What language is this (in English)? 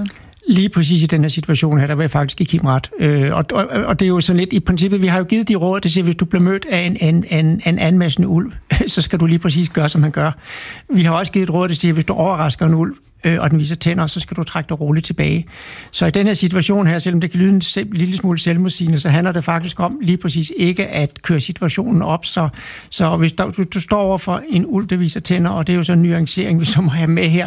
Danish